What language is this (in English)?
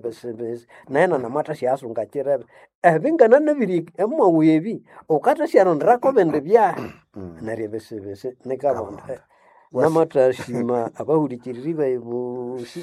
Nande